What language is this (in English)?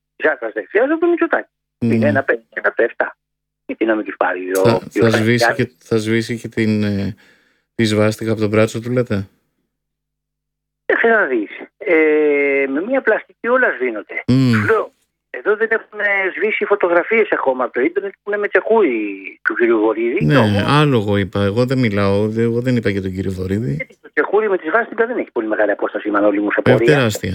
Greek